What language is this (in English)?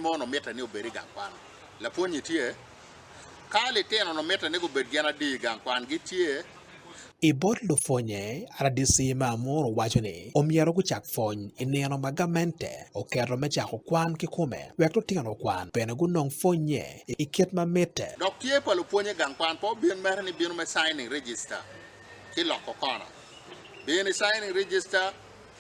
Acoli